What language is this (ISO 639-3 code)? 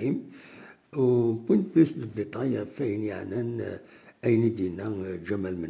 kab